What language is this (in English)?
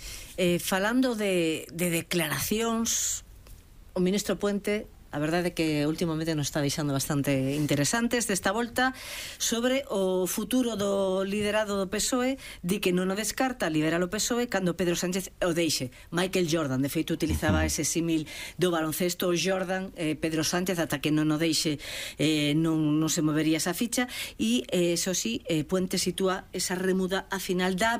Galician